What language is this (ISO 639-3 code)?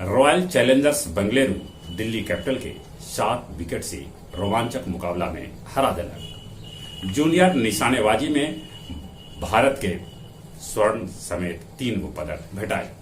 mag